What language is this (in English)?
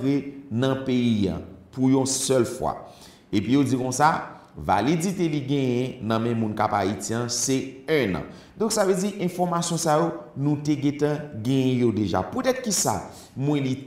Haitian Creole